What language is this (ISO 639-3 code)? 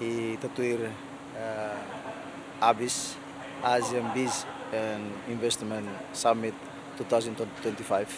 tet